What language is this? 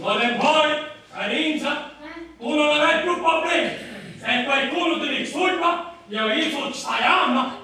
Sicilian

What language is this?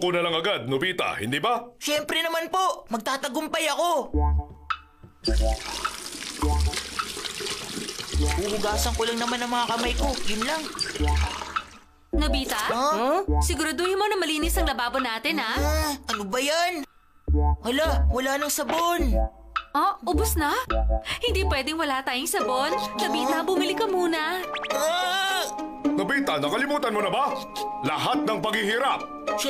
Filipino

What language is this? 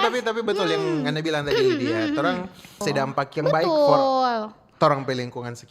Manado Malay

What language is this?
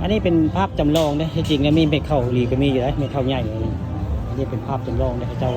Northeastern Thai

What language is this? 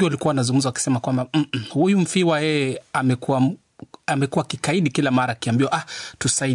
Swahili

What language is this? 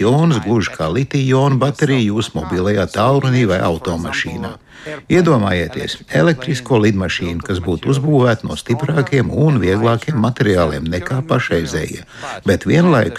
Latvian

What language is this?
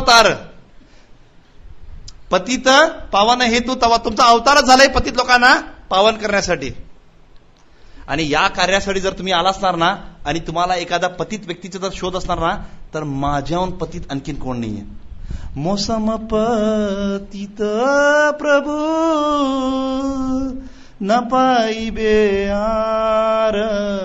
Marathi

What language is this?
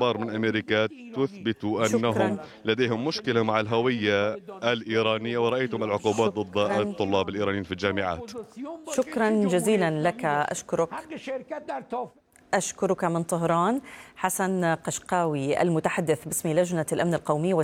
Arabic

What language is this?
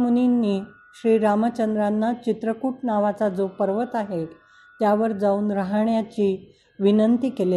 Marathi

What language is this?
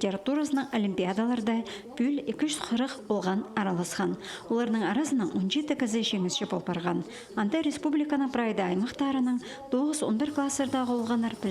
Khakas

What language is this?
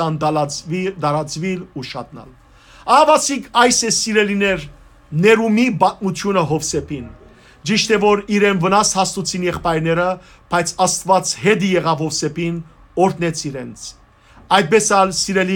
Western Armenian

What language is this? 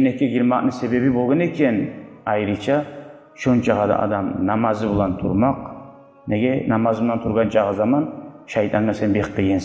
Kumyk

